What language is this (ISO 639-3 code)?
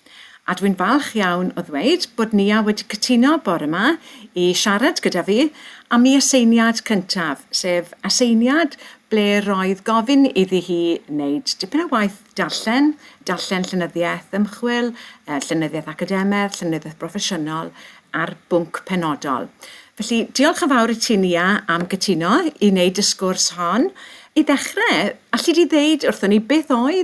cym